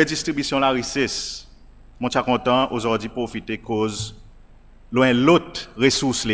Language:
Seselwa Creole French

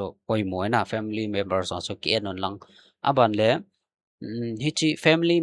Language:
Thado Chin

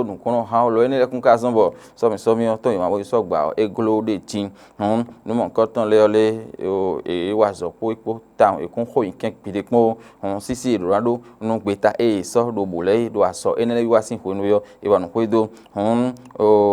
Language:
Fon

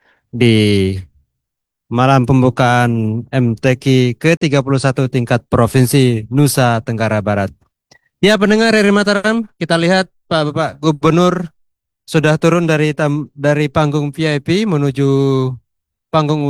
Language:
Indonesian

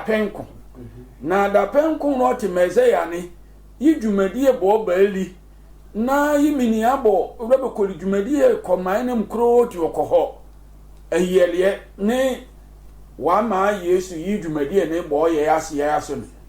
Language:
Sehwi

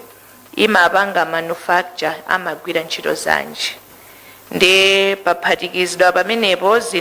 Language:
Nyanja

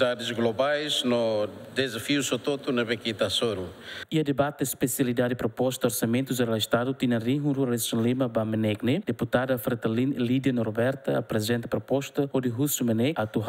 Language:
Tetum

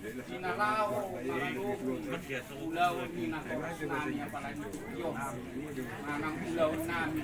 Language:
Batak Toba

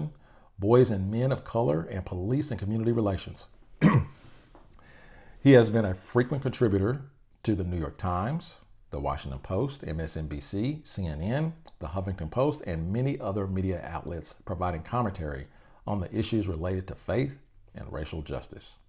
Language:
English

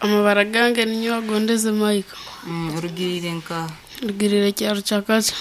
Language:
Nyankole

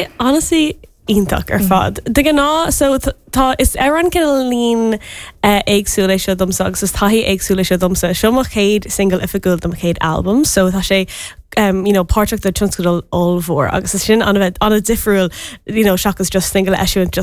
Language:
Irish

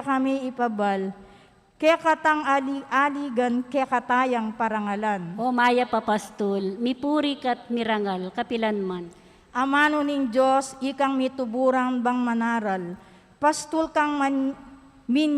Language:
Pampanga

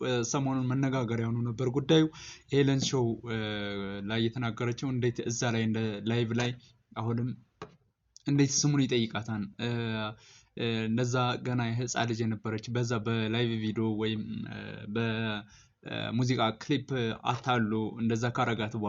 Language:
Amharic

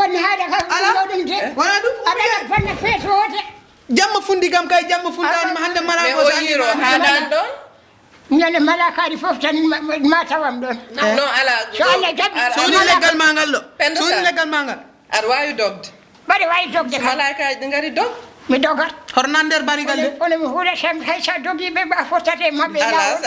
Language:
Fula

